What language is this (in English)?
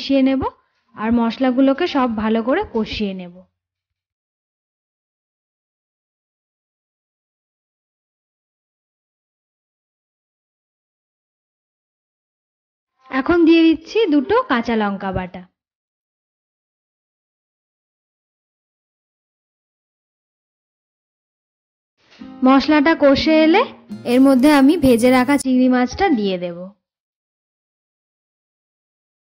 Bangla